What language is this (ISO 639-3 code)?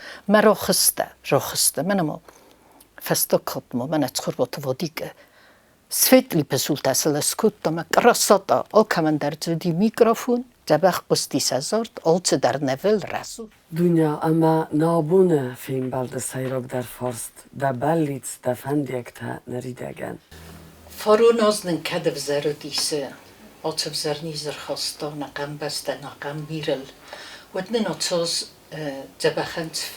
oss